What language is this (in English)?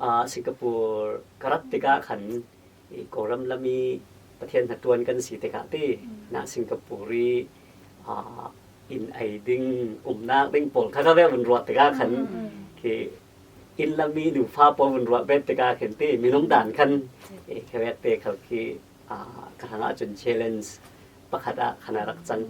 Falam Chin